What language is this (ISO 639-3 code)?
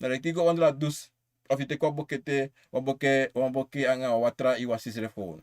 srn